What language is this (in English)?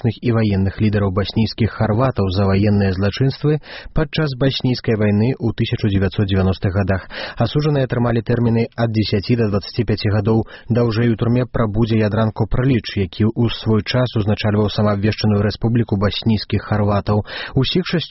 Belarusian